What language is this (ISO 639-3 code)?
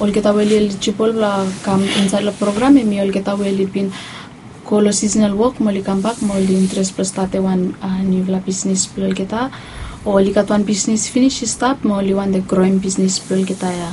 bis